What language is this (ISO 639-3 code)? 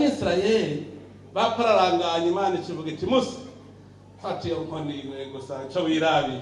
run